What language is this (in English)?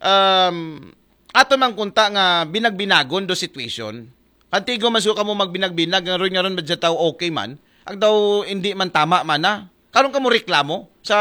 Aklanon